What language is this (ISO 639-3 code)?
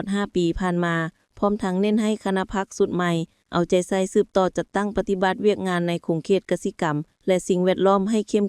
lao